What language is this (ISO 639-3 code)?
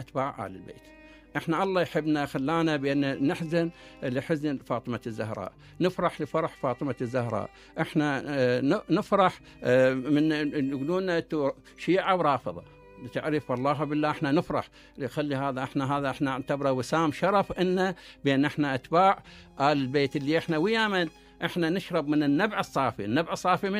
acm